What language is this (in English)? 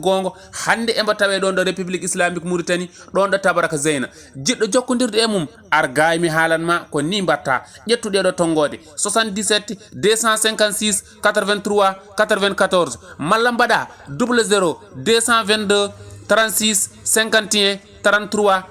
Fula